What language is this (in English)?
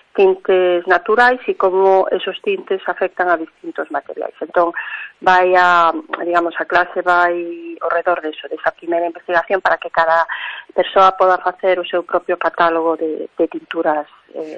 Galician